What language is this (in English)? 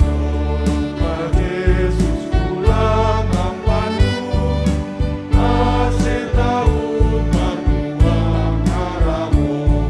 Batak Simalungun